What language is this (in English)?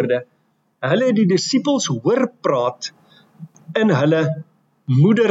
Afrikaans